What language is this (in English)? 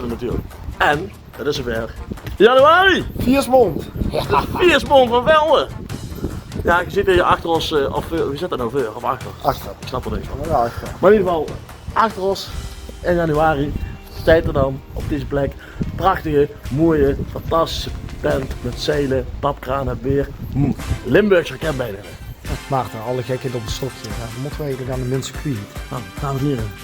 Limburgish